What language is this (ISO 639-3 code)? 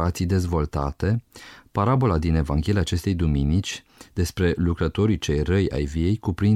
ron